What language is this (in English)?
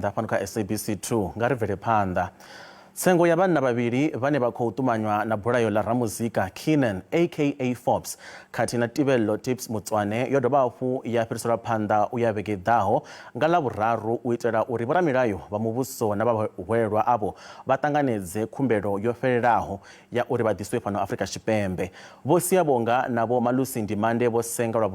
Venda